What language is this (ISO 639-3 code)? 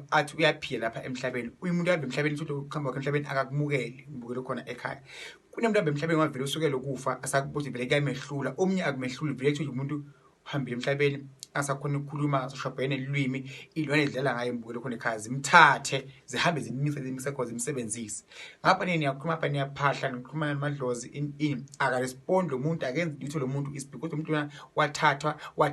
zul